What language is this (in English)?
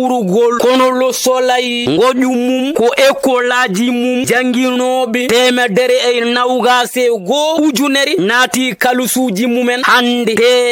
Fula